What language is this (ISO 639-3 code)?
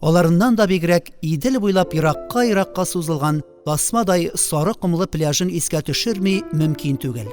tat